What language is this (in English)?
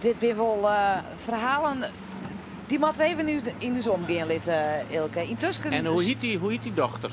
Western Frisian